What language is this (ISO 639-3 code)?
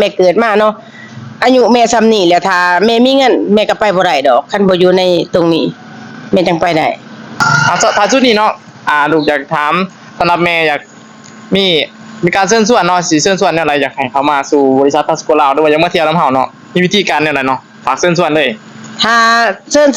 lao